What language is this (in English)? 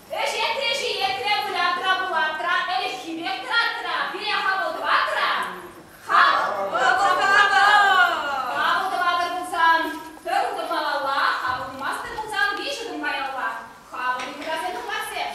Chuvash